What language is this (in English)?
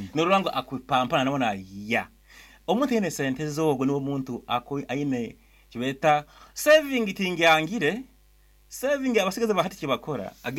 Nyankole